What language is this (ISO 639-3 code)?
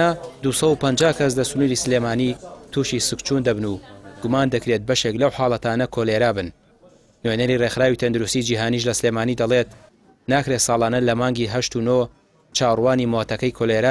ckb